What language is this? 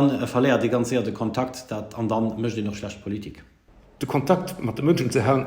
Luxembourgish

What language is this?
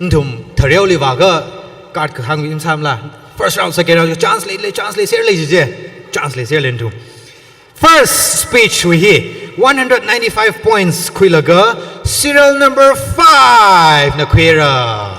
Tangkhul Naga (India)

